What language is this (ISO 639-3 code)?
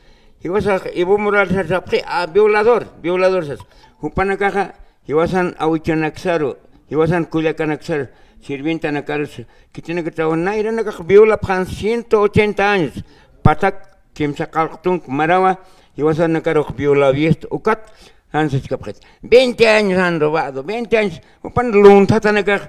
aym